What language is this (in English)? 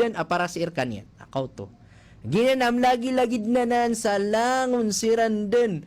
Maranao